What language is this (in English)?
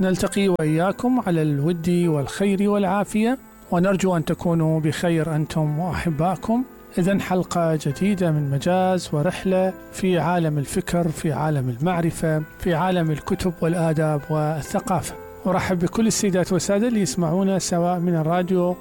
Mesopotamian Arabic